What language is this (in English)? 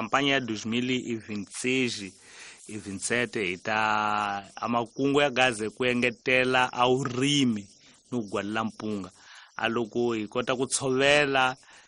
Tsonga